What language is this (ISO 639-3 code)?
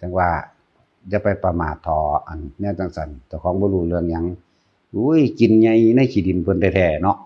tts